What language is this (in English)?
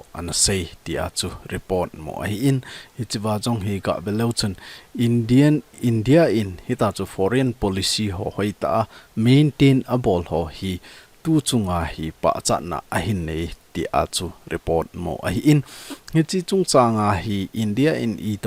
Thado Chin